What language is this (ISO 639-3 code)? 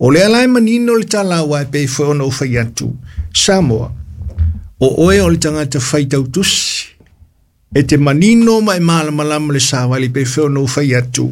smo